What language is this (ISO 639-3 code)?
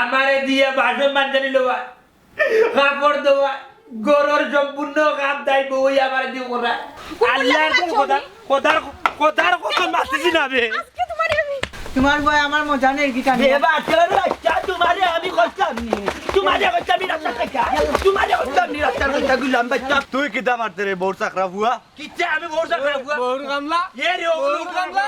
syl